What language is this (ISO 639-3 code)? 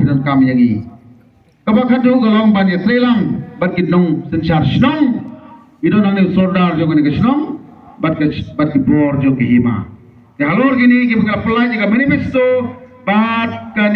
kha